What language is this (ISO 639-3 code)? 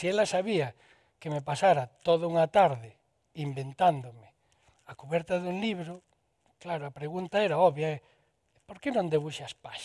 glg